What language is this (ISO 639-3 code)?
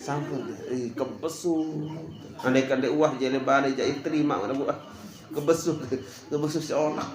sas